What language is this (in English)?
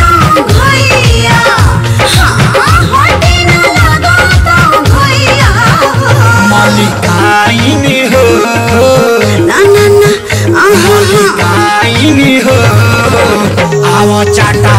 Bhojpuri